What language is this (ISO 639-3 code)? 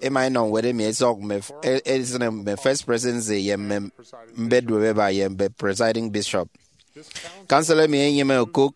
efi